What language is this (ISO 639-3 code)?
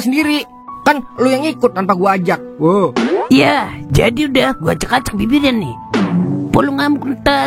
bew